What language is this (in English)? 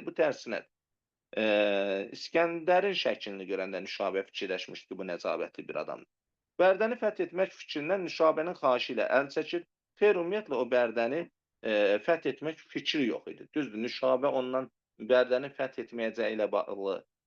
Azerbaijani